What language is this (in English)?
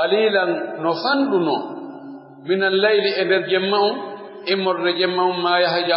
Pular